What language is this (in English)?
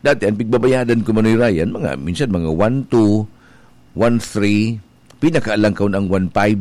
Bikol